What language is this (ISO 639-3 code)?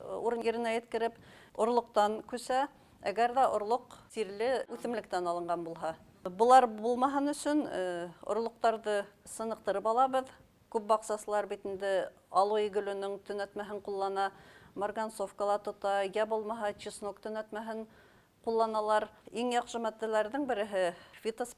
bak